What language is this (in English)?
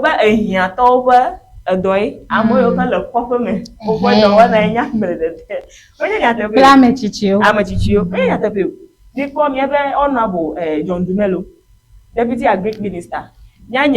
Ewe